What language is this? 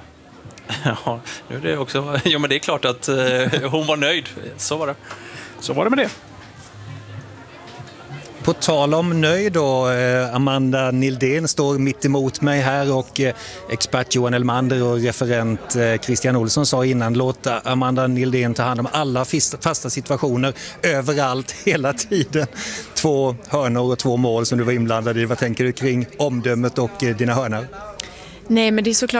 Swedish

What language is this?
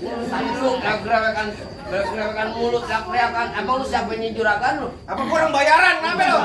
Betawi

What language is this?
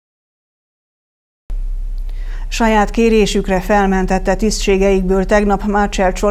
Hungarian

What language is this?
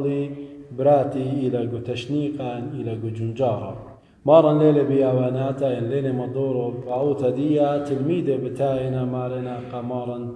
Assyrian Neo-Aramaic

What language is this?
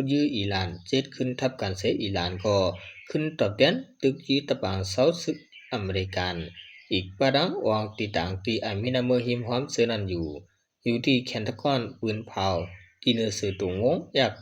Shan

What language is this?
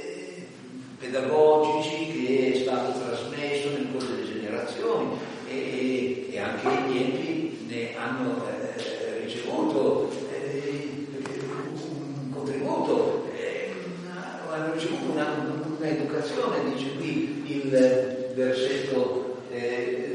Italian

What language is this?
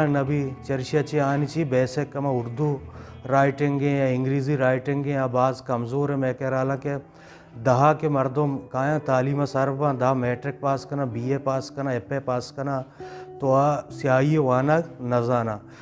Eastern Balochi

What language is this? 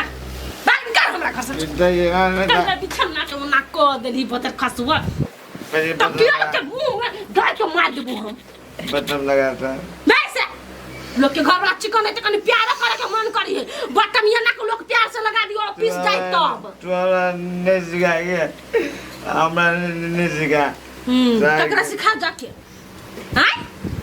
Maithili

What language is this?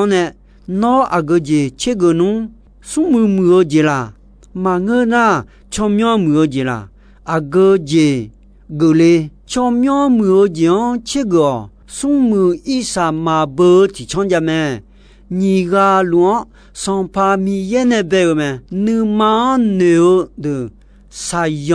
Akha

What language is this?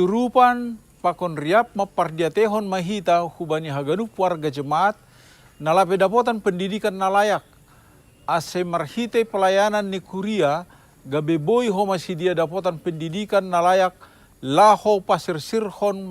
Batak Simalungun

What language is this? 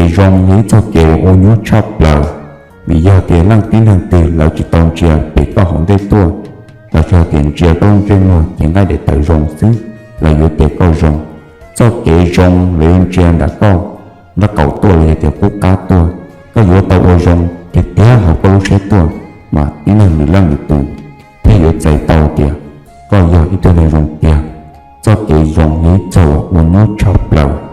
Hmong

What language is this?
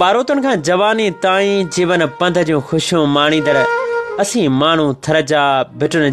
Sindhi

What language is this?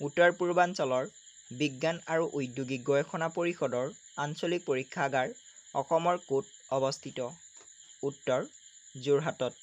Assamese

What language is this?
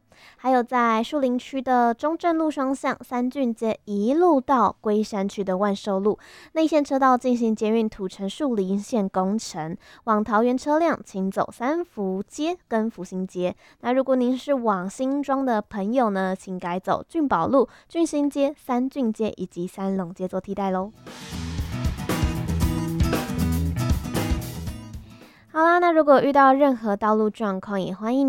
Chinese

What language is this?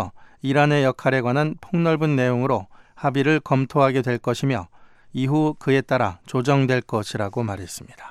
Korean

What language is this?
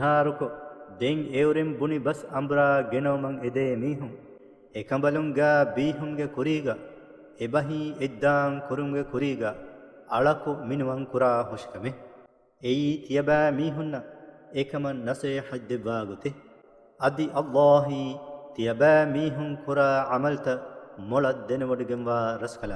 Divehi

